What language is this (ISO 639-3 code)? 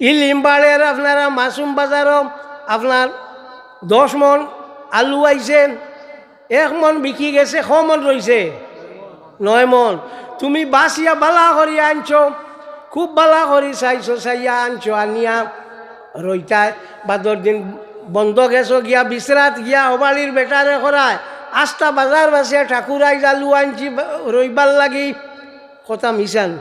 syl